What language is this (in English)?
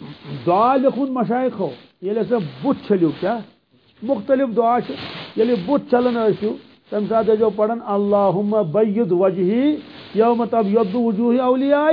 Kashmiri